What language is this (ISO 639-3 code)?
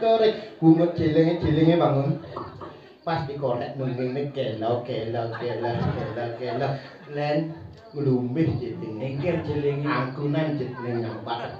ban